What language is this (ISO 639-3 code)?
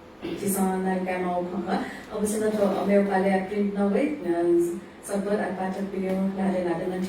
new